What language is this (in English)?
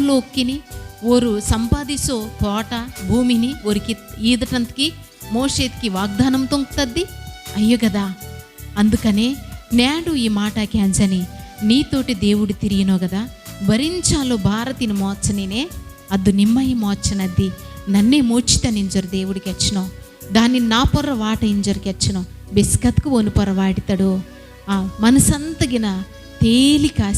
Koya